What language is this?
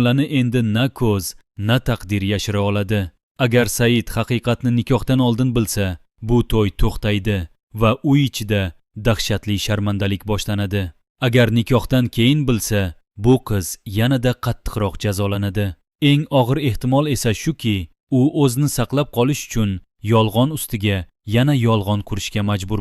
Uzbek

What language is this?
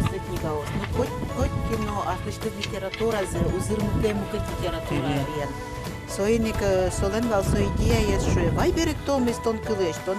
Udmurt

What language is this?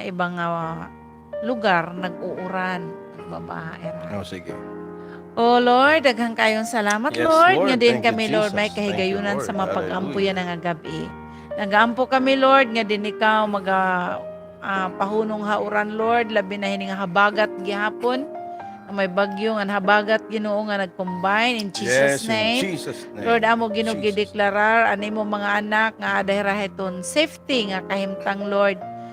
Waray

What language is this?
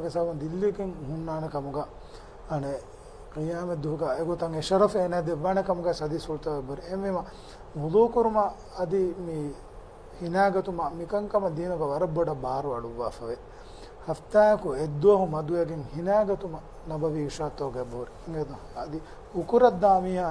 Divehi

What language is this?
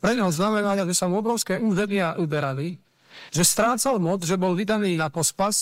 Slovak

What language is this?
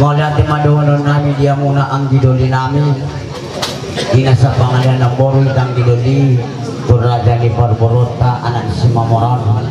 Batak Toba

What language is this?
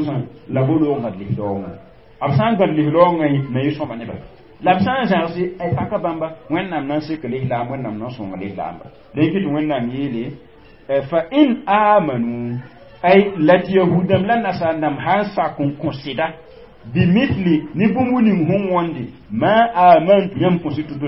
Mossi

